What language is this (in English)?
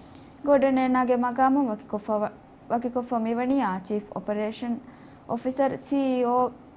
Divehi